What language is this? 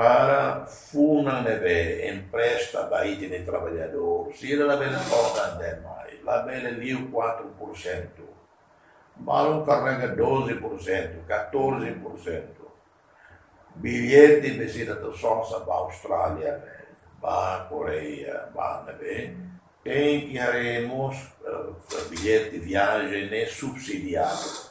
Tetum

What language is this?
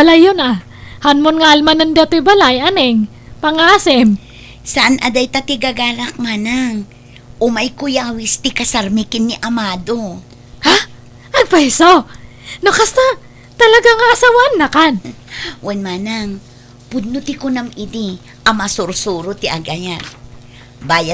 Iloko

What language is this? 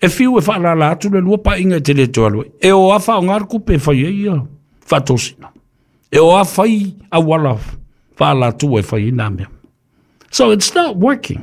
Samoan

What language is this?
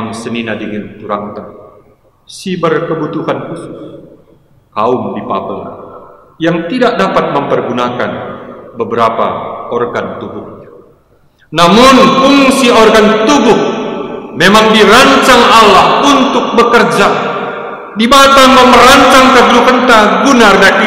Batak Karo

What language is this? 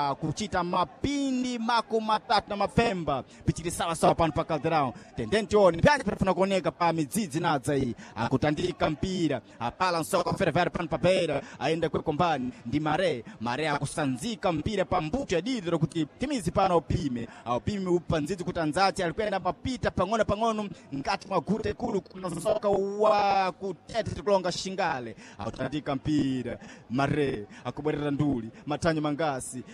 Sena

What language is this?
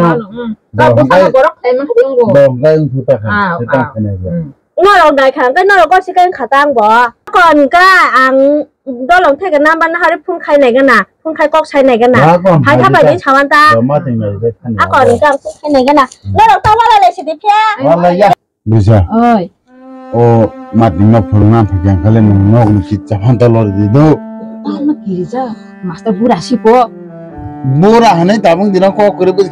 Kok Borok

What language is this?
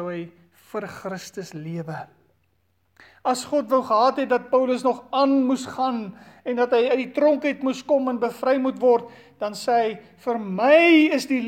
Afrikaans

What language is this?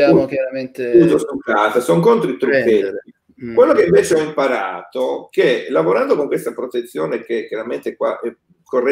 Italian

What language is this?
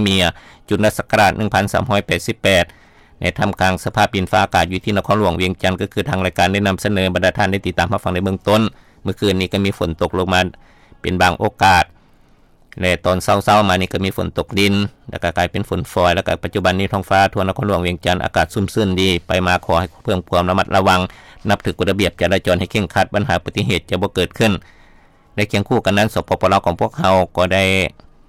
Lao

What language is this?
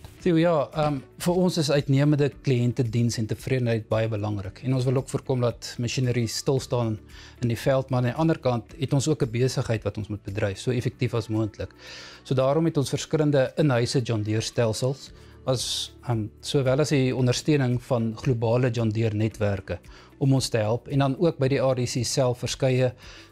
Afrikaans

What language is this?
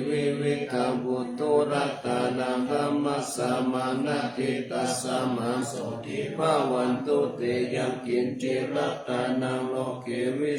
Pali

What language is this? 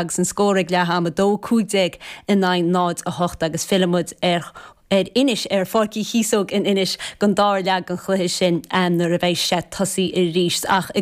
Irish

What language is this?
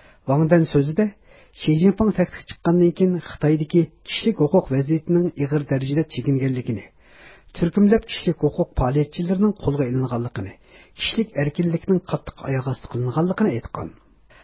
Uyghur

